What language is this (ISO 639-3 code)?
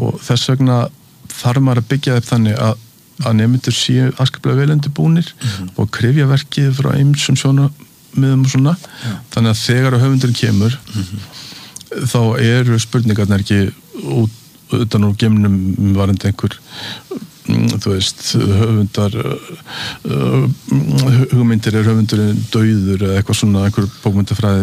isl